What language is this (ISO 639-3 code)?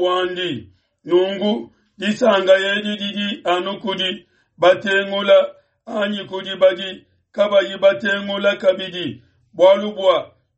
lua